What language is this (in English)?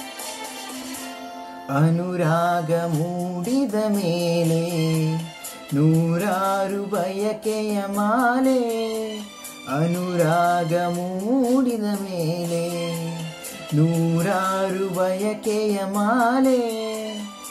Kannada